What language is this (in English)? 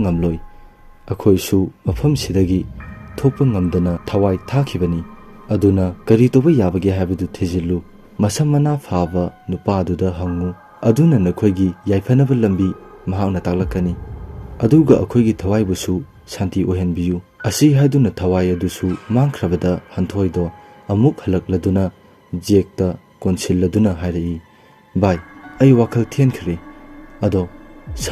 Manipuri